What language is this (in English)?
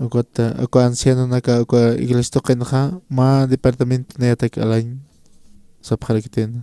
Aymara